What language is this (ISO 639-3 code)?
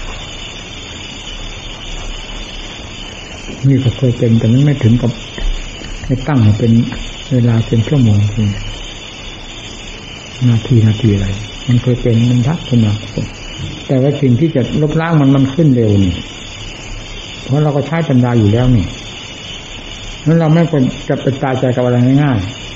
tha